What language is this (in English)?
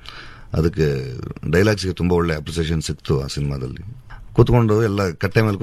Kannada